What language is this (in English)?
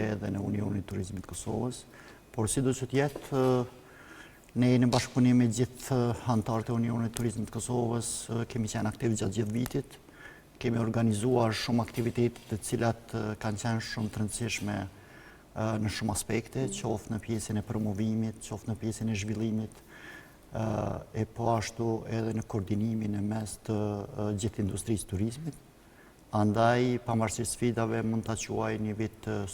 Albanian